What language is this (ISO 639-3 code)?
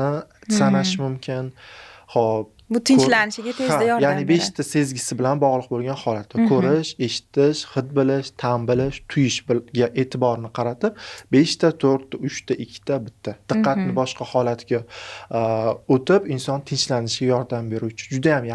uzb